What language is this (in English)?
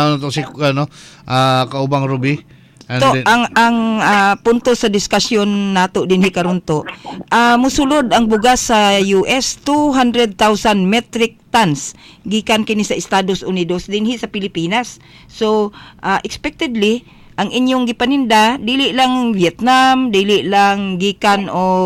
Cebuano